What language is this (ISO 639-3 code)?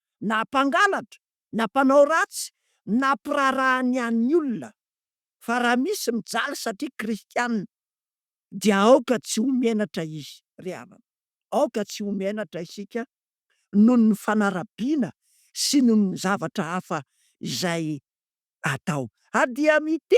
mlg